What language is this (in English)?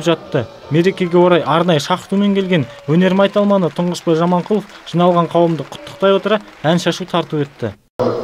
Kazakh